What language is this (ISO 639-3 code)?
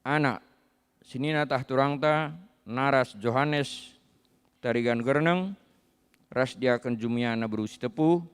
btx